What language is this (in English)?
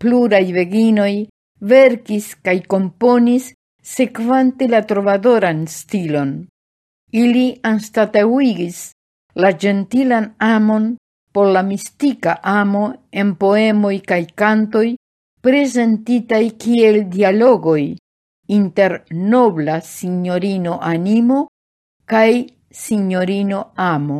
Esperanto